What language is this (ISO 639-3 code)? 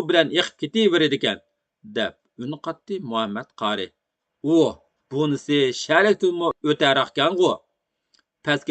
uig